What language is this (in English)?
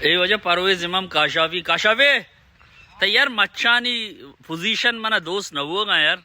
Baluchi